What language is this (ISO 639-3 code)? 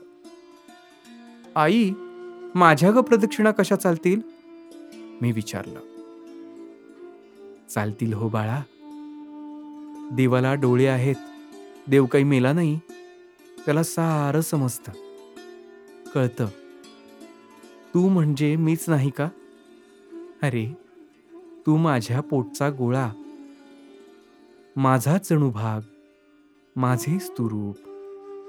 mar